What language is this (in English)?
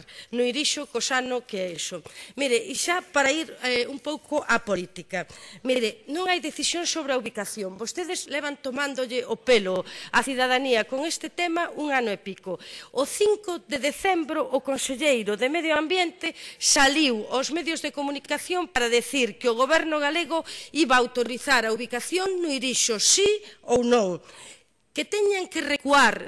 Galician